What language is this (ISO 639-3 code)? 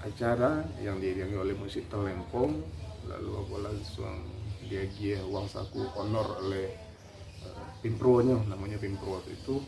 min